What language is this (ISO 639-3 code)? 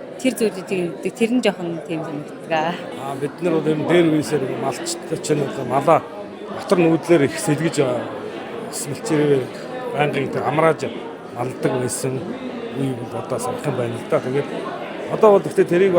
mon